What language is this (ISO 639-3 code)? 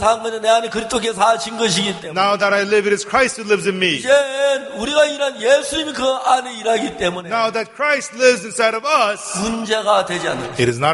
kor